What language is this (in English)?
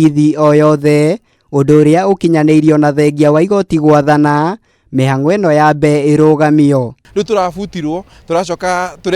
Kikuyu